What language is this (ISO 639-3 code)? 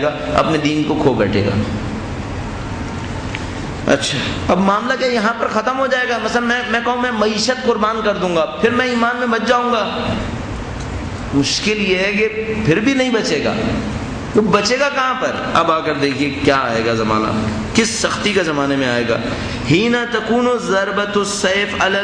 urd